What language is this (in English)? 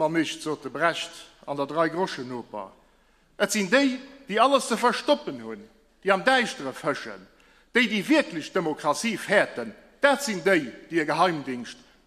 Luxembourgish